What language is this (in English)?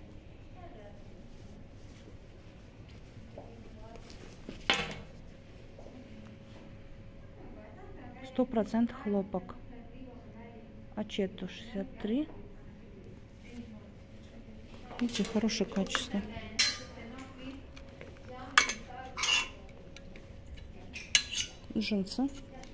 Russian